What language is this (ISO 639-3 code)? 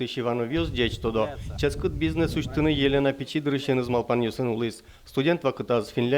udm